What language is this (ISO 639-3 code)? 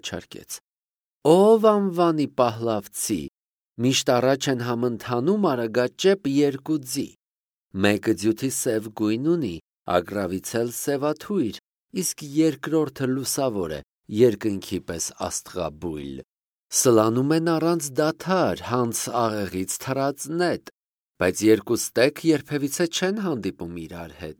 hye